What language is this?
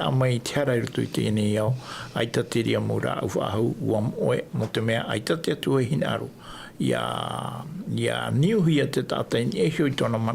Tahitian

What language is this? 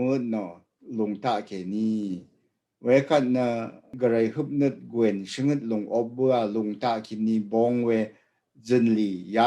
Rawang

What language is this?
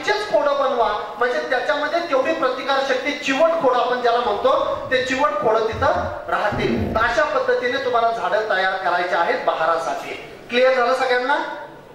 Marathi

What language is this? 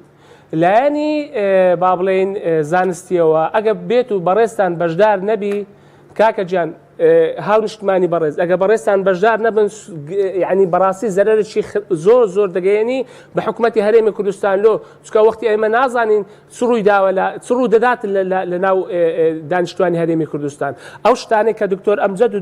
Central Kurdish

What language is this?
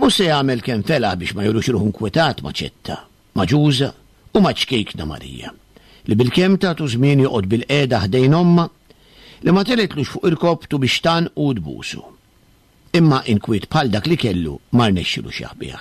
Maltese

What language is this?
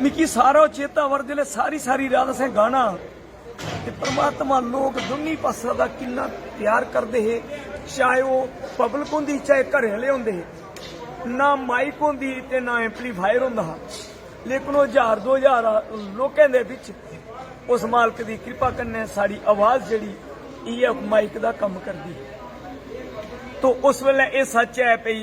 Dogri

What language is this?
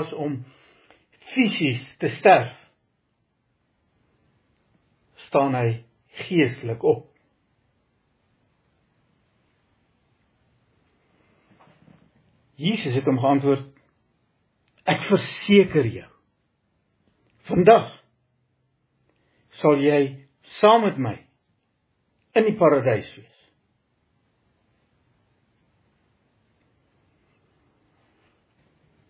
Afrikaans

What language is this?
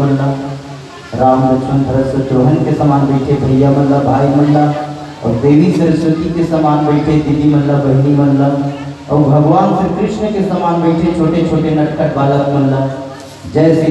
Chhattisgarhi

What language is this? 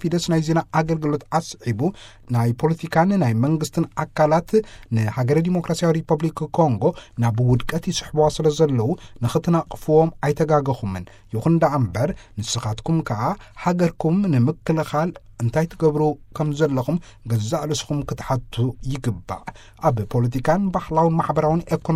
Tigrinya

